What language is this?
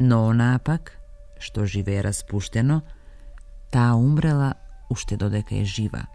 Macedonian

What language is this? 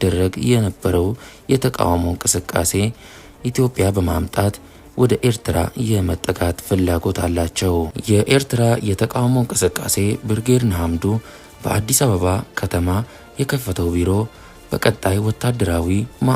Amharic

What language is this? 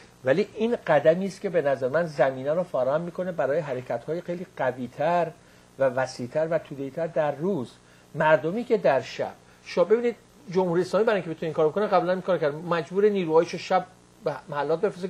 Persian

